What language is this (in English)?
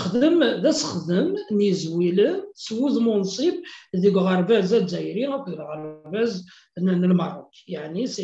Kabyle